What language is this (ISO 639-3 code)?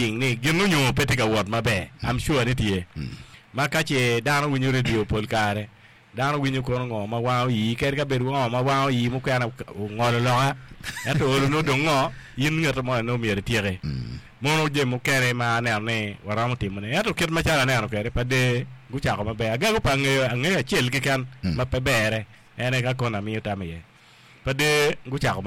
ach